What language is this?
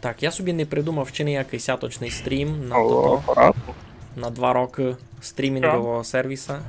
Rusyn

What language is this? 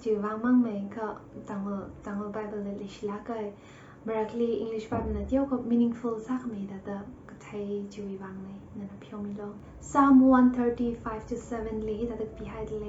Tangkhul Naga (India)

